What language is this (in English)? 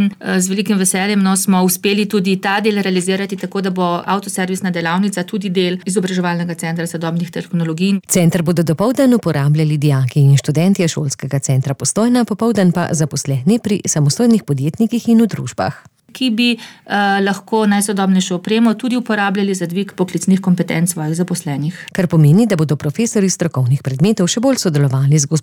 Slovenian